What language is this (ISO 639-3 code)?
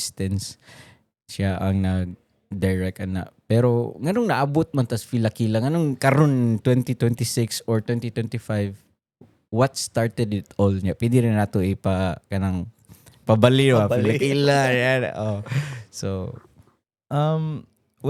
ceb